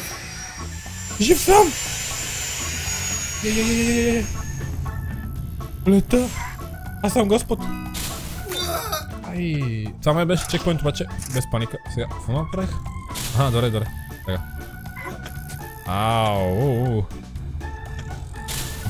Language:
Bulgarian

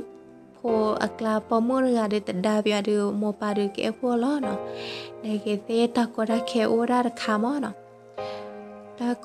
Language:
S'gaw Karen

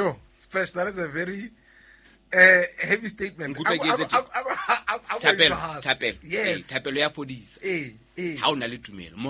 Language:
Southern Sotho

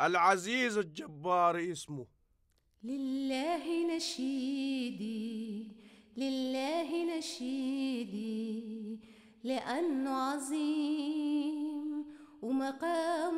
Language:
Arabic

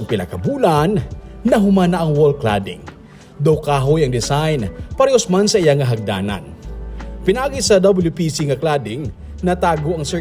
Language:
Hiligaynon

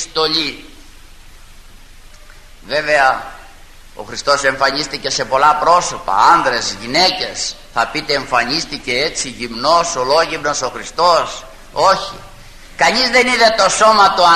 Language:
Greek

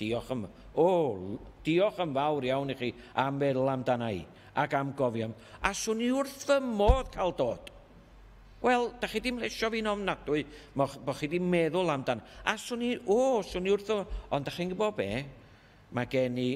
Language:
Welsh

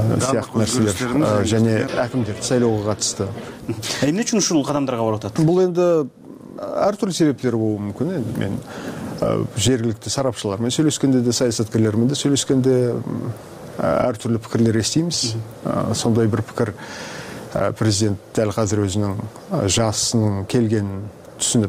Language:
Kyrgyz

